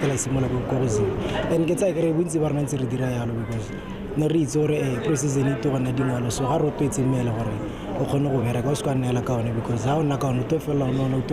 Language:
Tswana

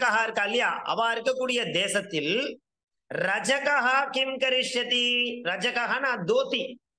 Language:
Tamil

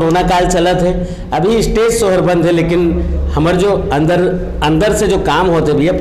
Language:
Chhattisgarhi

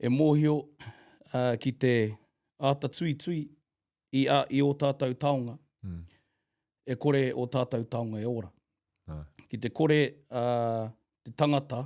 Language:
Māori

